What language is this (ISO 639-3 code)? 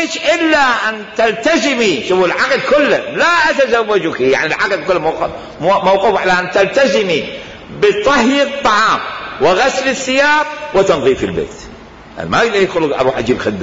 acm